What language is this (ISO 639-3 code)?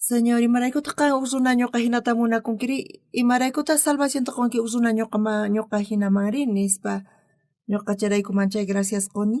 quh